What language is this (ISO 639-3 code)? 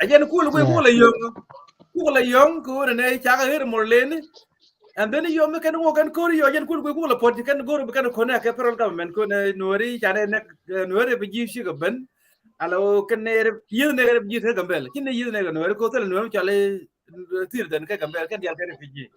nus